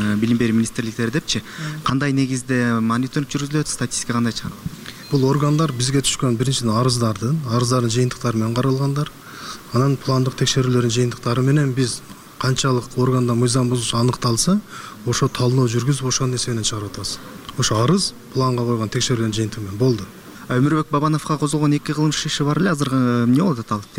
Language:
Kyrgyz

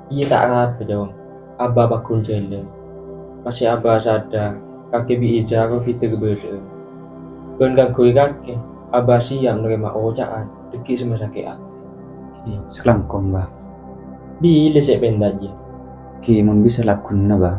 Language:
Madurese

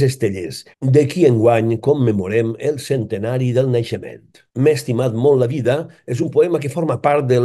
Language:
Catalan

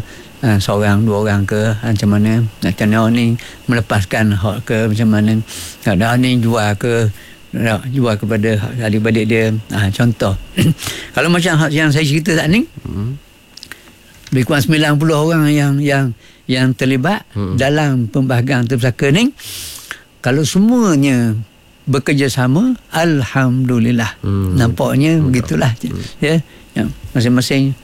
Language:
Malay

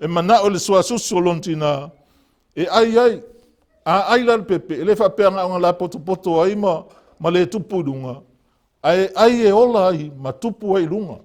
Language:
Samoan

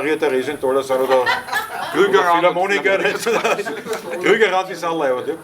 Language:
Bavarian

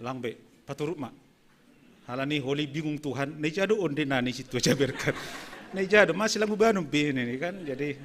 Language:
Batak Simalungun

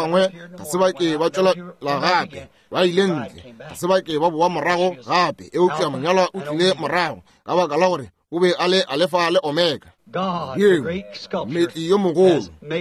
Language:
Northern Sotho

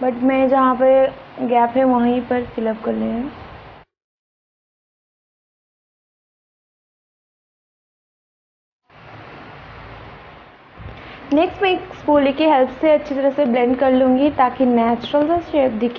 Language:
Hindi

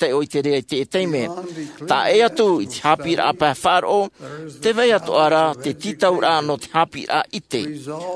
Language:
Tahitian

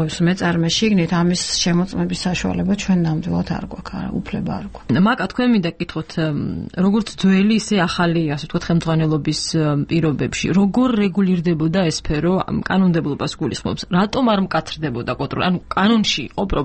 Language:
Georgian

